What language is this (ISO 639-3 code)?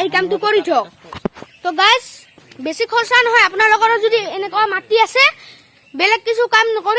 asm